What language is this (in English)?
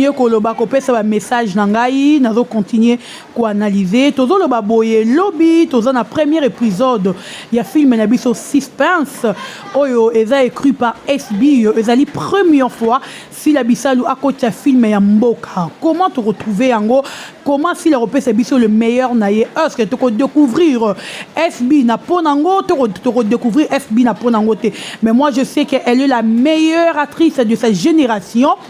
Lingala